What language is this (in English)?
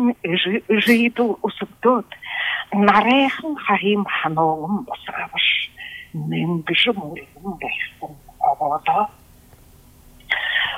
Buriat